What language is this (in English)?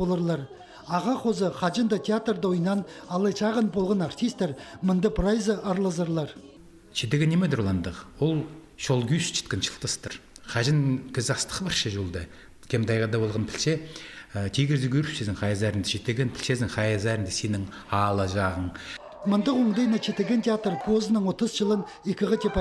Khakas